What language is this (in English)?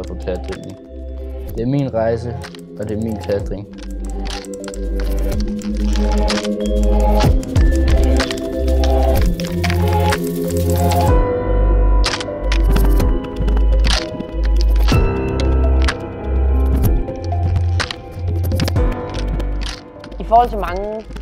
Danish